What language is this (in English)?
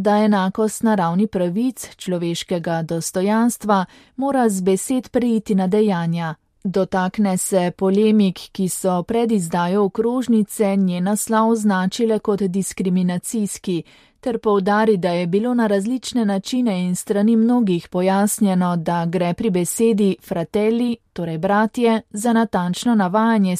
Slovenian